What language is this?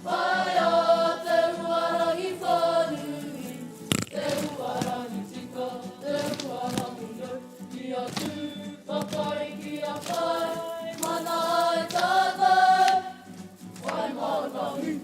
Māori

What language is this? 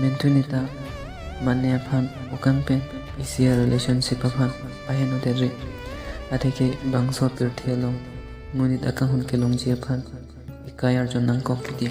Karbi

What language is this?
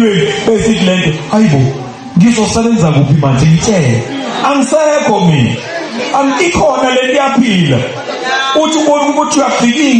Zulu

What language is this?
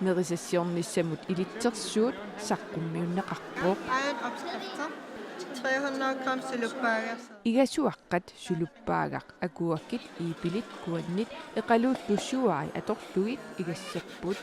Kalaallisut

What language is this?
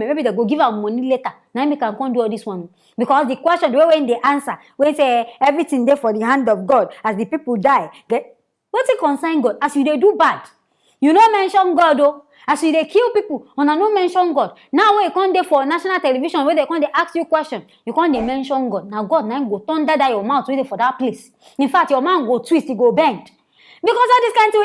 Nigerian Pidgin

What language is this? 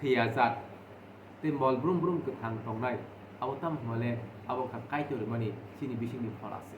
Kok Borok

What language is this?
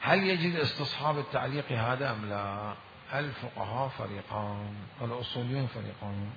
Mesopotamian Arabic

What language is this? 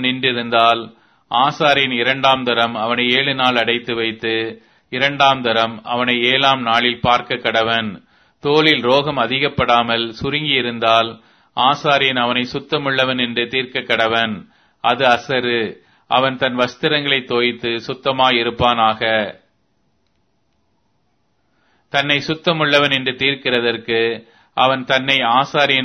Tamil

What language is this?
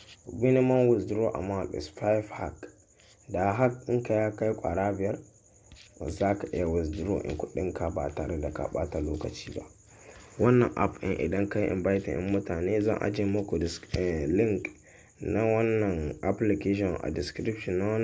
Hausa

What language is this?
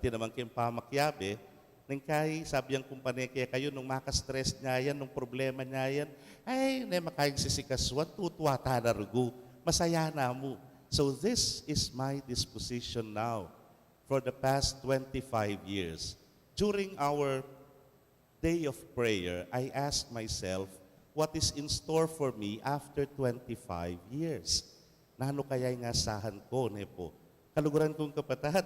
Pampanga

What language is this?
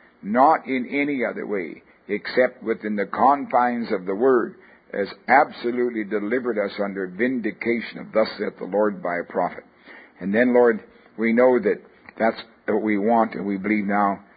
English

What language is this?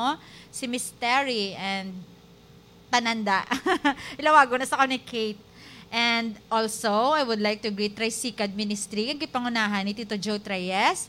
Hiligaynon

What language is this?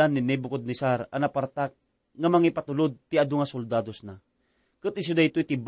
Iloko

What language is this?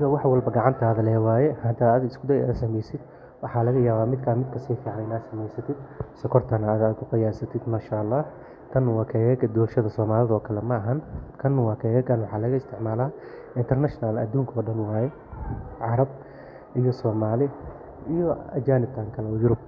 Somali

